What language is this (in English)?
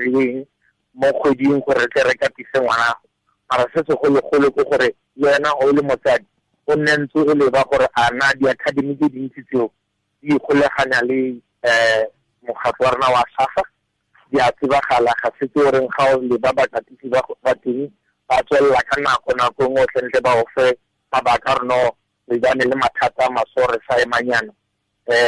Tswana